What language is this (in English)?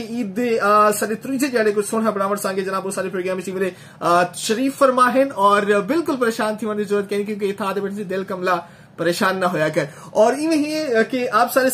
Saraiki